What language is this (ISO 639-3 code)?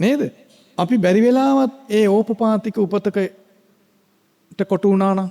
sin